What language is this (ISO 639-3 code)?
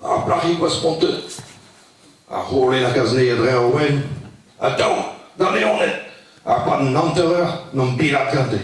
bre